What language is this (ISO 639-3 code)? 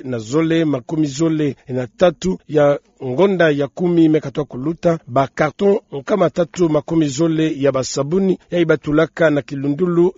ktu